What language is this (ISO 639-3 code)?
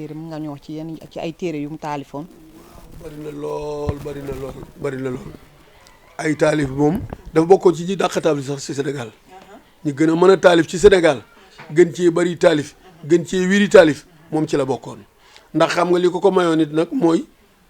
wol